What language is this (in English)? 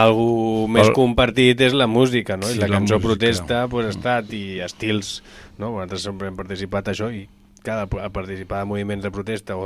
Catalan